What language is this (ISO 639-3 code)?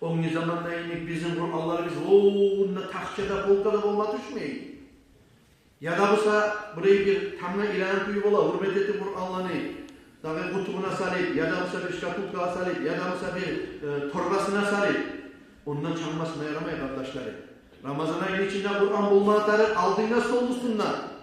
kum